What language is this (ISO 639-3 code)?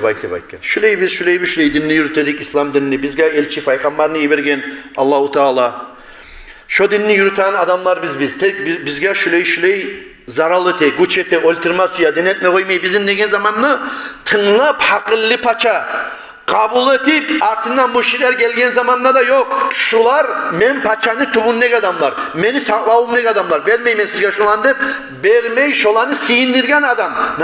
kum